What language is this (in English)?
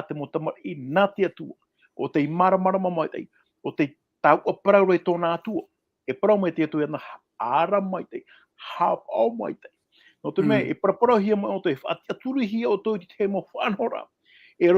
Tahitian